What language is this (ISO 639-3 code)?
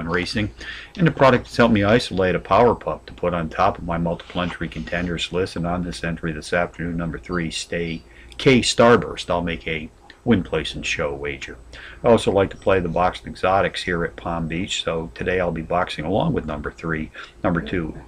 eng